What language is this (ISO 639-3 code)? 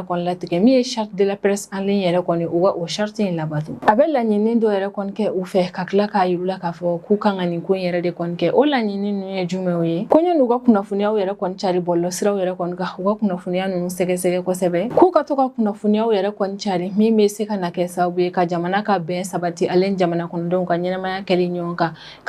bam